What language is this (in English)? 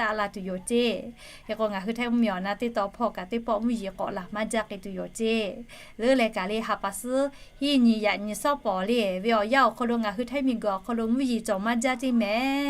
Lahu